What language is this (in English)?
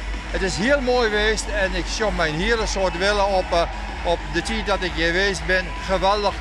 Western Frisian